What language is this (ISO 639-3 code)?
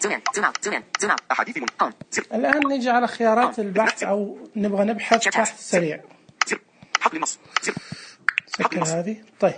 ars